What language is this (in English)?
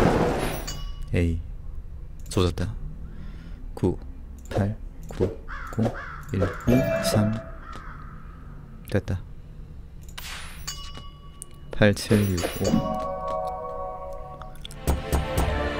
Korean